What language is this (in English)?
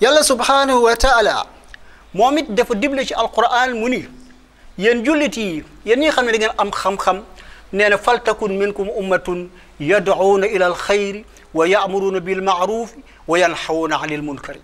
Wolof